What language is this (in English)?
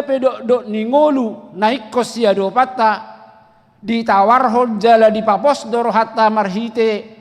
Batak Toba